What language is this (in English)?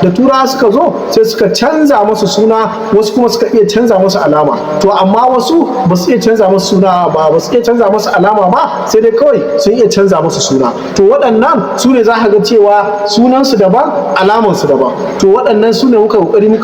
Hausa